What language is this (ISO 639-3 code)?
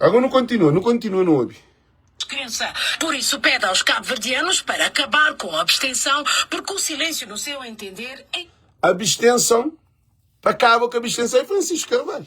kea